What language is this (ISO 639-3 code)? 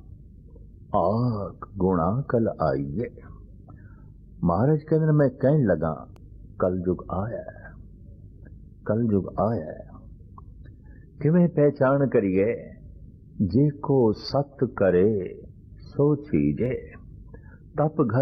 pan